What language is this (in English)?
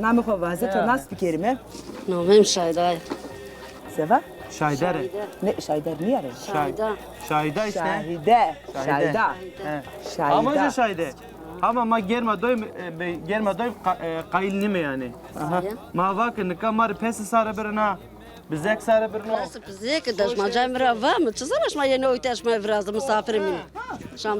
Zaza